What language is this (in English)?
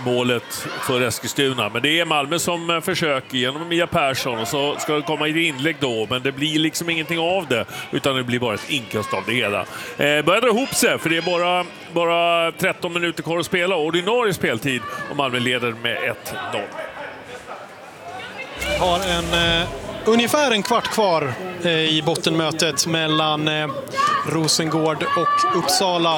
Swedish